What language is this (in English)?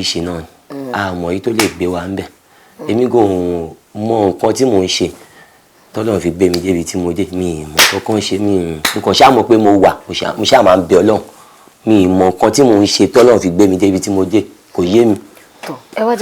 Yoruba